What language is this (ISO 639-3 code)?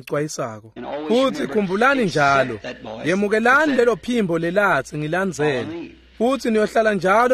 ssw